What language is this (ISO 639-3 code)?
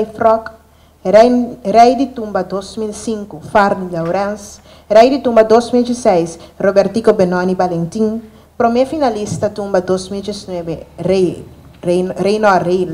pap